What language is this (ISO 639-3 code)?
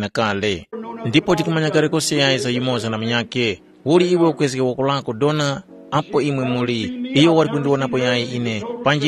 tum